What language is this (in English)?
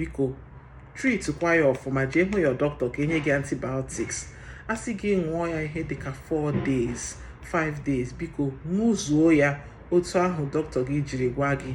Igbo